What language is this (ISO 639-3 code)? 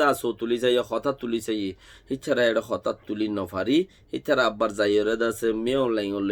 rhg